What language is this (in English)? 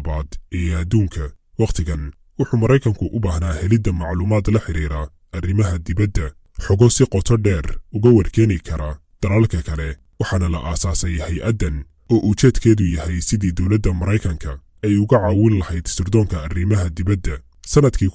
Somali